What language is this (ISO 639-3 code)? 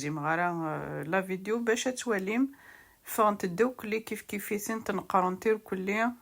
kab